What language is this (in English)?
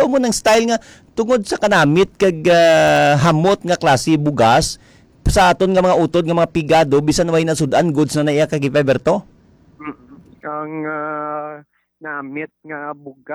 Hiligaynon